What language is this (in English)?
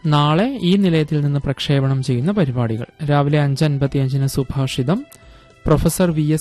Malayalam